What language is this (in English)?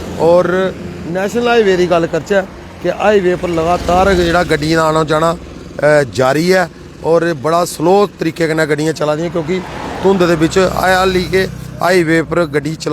Dogri